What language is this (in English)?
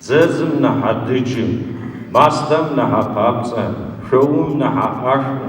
Adyghe